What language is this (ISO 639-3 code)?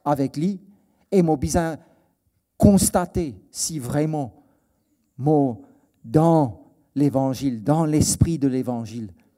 mfe